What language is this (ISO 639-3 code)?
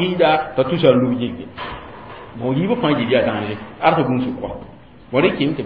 mos